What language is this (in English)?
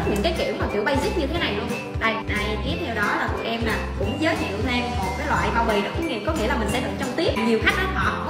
Vietnamese